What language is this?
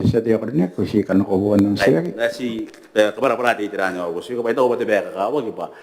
Gilbertese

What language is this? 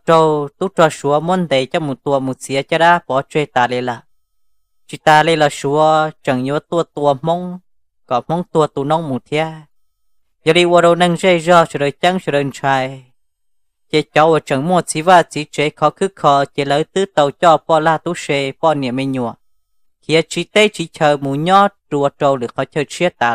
Hmong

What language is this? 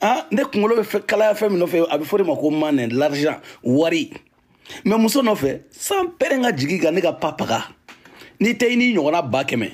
Bambara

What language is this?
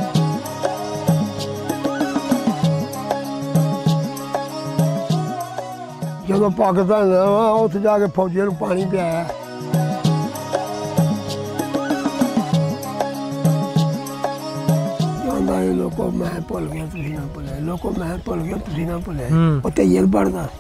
Punjabi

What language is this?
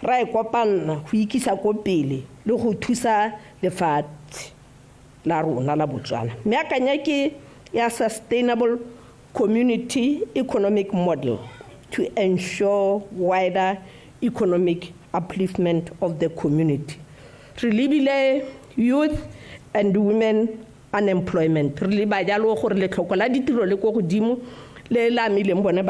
Tswana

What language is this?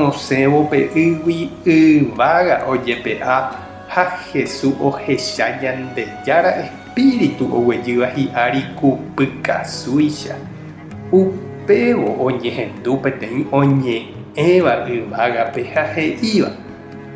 Guarani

